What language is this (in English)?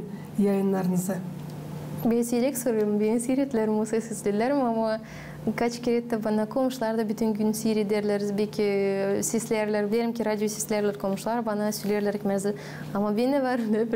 Gagauz